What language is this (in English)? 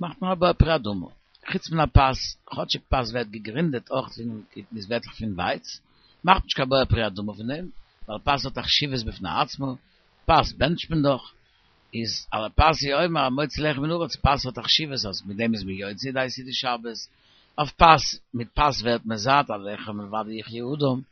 Yiddish